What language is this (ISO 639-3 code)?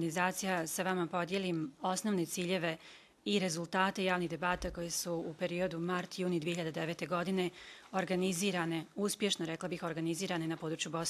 bos